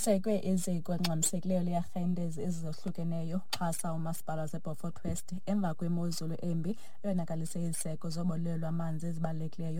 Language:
Xhosa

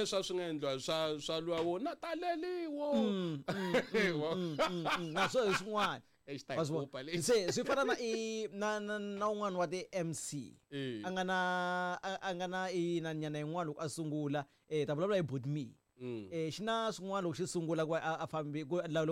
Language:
Tsonga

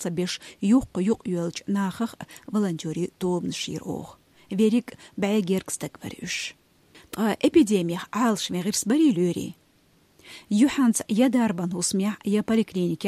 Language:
Chechen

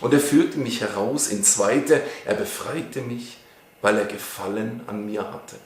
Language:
Swiss German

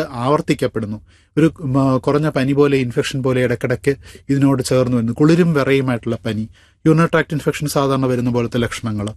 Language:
Malayalam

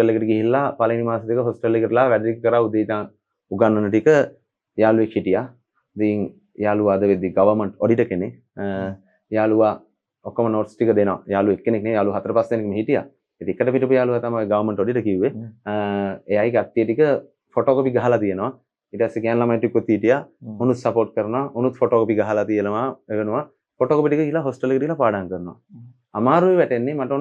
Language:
Sinhala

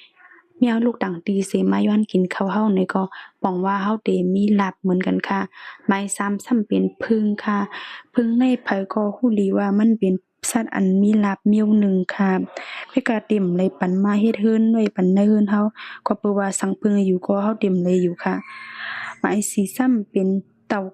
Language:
Shan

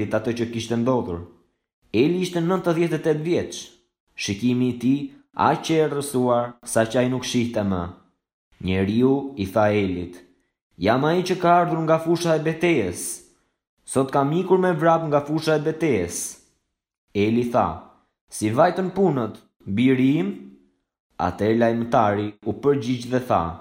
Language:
Albanian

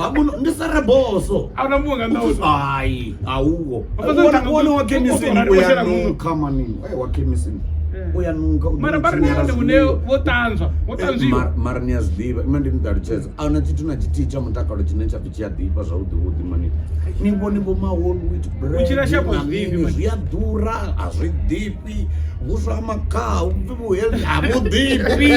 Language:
Venda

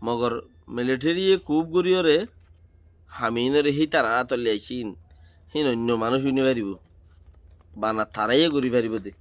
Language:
Rohingya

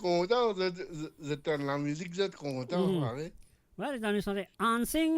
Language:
Morisyen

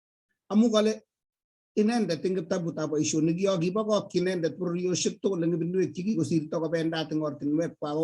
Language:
Kalenjin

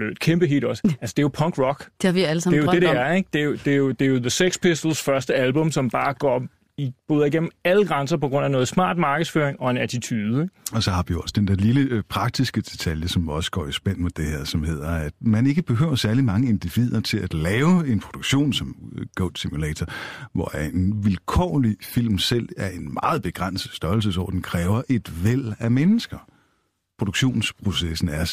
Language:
Danish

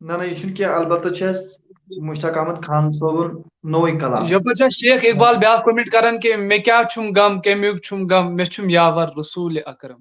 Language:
Kashmiri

